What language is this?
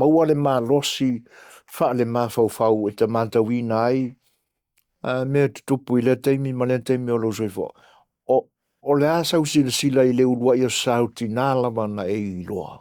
Samoan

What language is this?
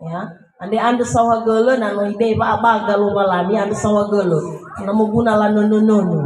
Nias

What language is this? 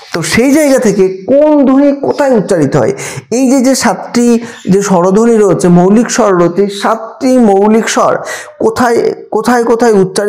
Bangla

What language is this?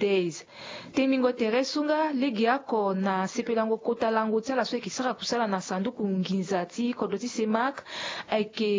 Sango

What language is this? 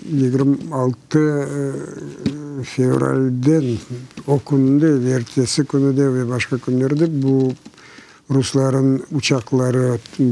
Crimean Tatar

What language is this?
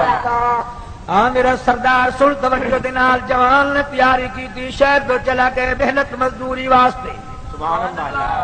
Saraiki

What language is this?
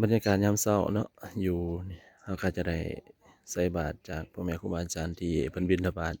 Lao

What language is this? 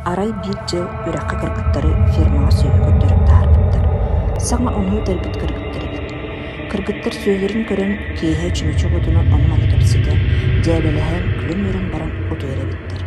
Yakut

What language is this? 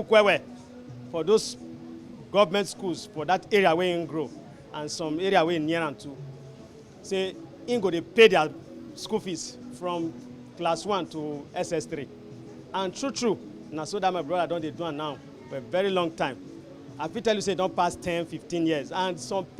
Nigerian Pidgin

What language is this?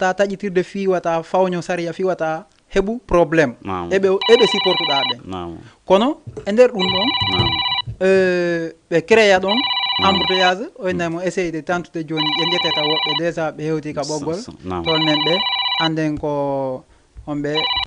Fula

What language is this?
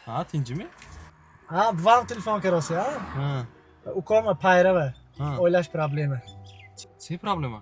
Tajik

